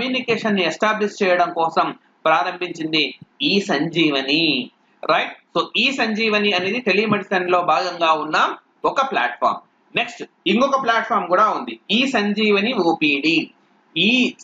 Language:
Telugu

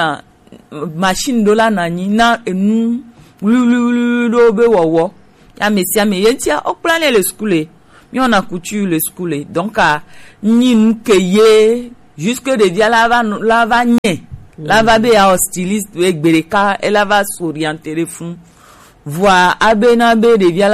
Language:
Gen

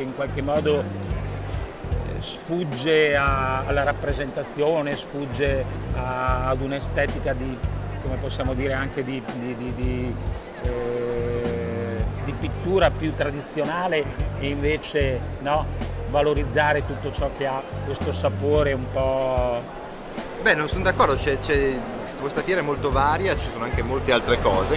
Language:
Italian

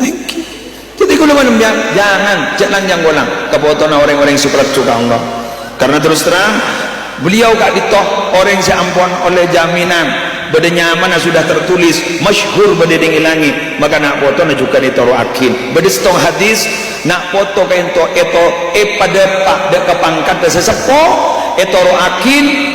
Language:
Madurese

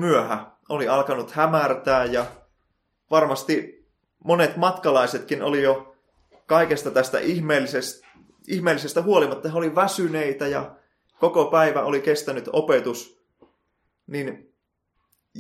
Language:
Finnish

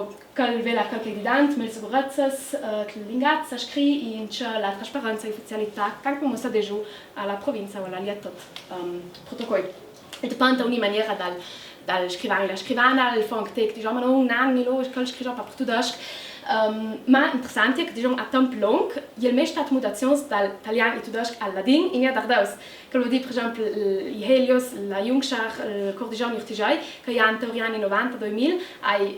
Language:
Ladin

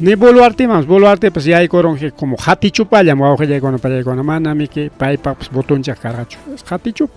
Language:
Ayacucho Quechua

